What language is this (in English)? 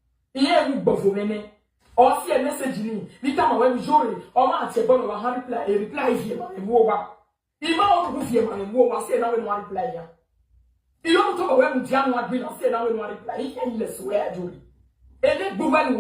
Nigerian Pidgin